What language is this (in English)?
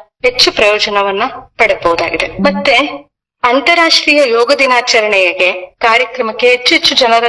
Kannada